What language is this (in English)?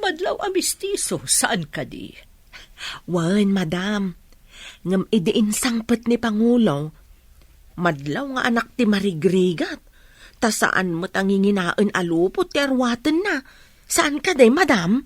Iloko